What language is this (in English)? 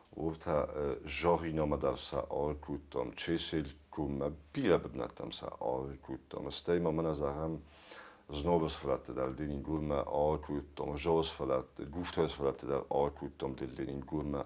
Ossetic